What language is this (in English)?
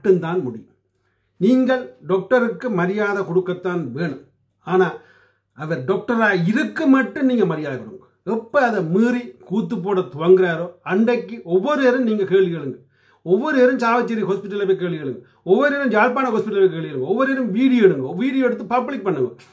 Tamil